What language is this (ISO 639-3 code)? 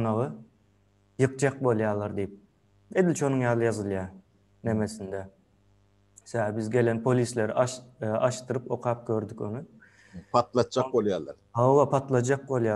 tuk